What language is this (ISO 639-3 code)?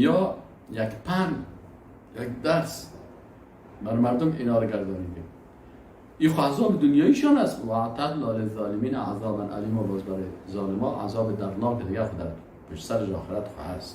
fas